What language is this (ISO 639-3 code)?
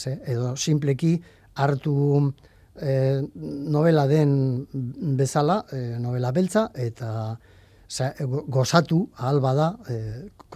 eus